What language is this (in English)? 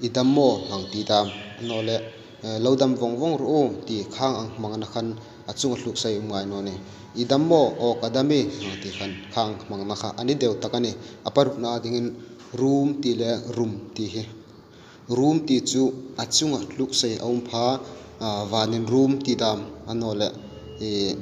Hmar